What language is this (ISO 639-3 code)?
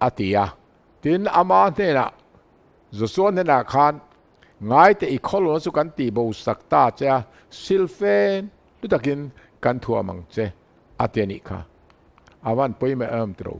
lus